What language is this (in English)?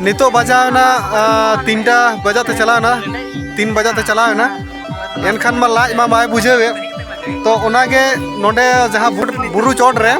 Santali